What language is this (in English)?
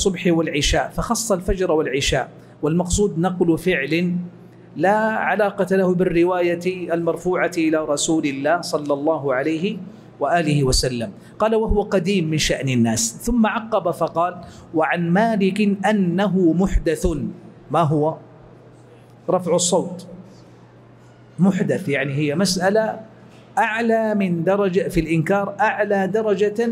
Arabic